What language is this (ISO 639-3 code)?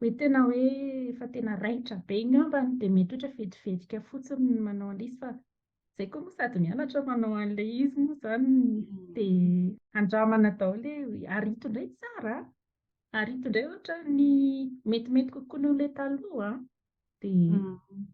mlg